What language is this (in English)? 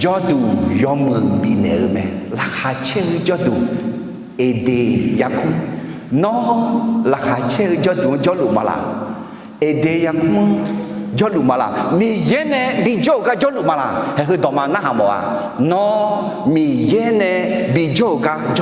Akha